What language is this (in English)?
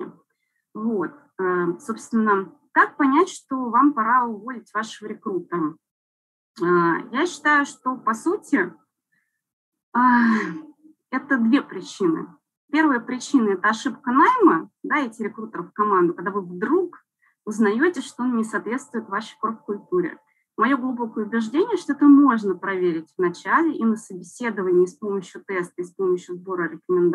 Russian